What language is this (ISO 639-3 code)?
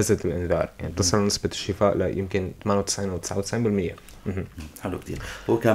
apc